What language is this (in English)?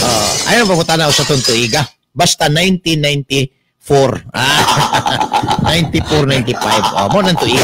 Cebuano